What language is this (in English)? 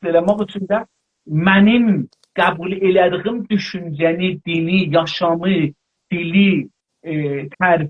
South Azerbaijani